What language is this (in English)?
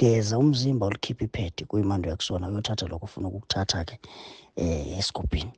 Zulu